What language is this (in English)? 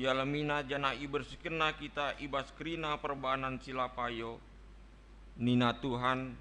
Batak Karo